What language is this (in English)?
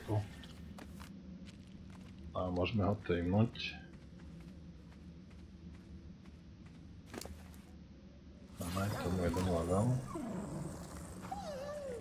Slovak